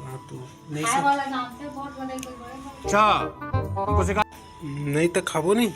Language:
Chhattisgarhi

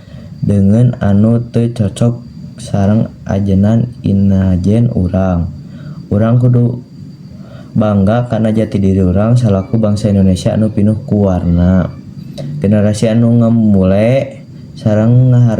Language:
Sundanese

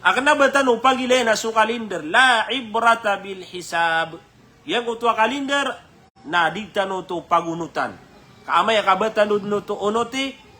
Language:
Maranao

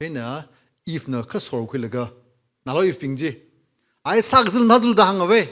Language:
Tangkhul Naga (India)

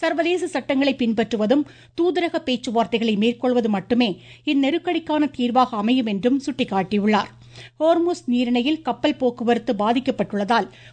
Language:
Tamil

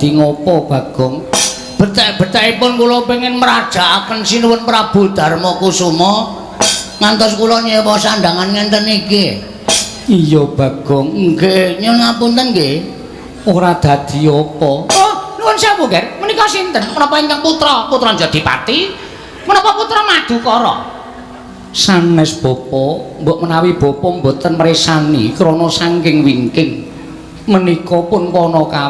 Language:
Javanese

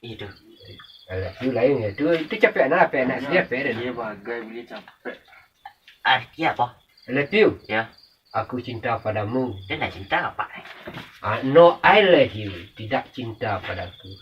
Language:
Minangkabau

